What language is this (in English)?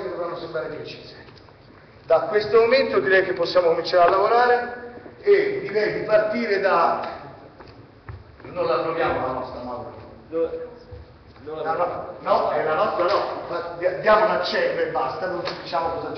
Italian